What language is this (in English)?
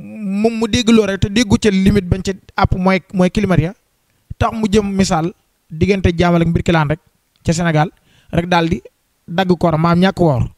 Wolof